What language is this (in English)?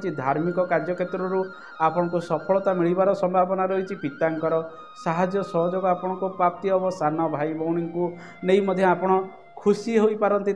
Odia